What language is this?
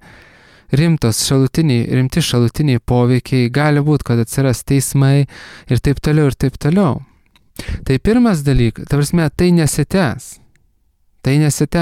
Lithuanian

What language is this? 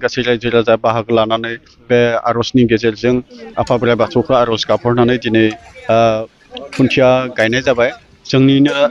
Bodo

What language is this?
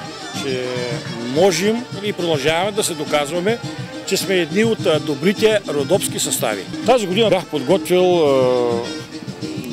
Bulgarian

